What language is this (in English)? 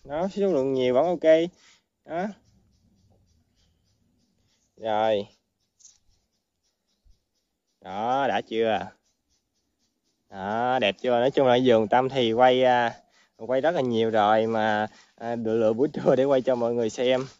Vietnamese